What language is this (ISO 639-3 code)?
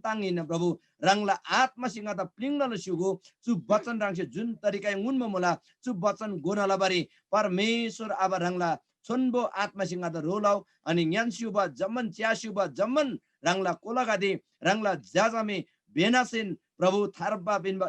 taj